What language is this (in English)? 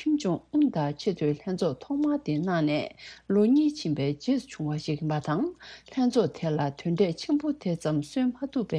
Tibetan